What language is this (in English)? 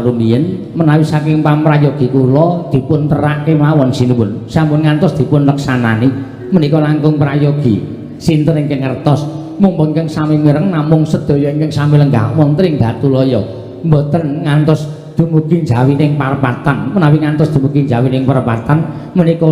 Javanese